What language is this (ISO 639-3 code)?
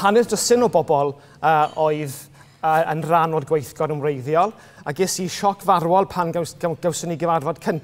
cym